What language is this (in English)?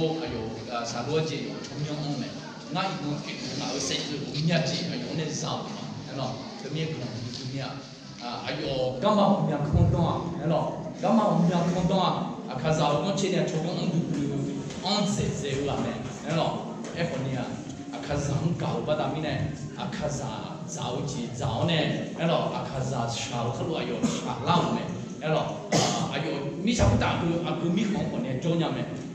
Akha